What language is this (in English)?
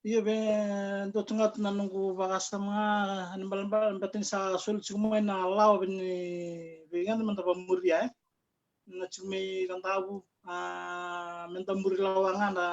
Fijian